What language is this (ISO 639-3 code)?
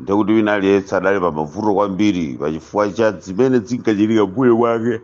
nya